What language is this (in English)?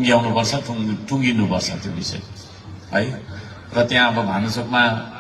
Nepali